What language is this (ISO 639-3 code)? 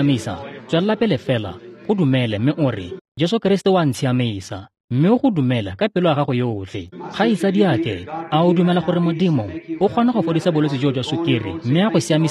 tsn